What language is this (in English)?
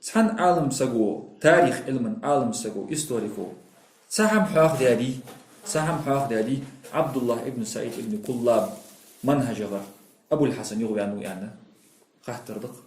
Ingush